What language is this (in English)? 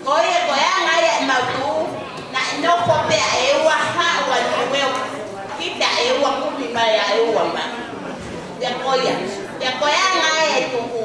Tongan